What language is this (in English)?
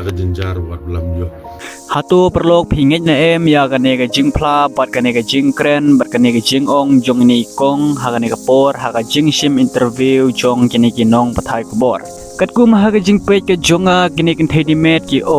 Khasi